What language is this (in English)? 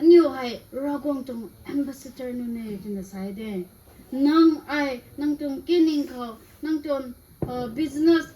Rongmei Naga